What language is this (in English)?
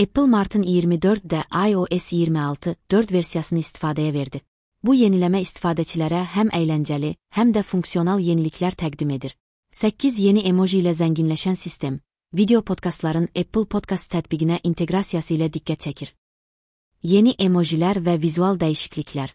Azerbaijani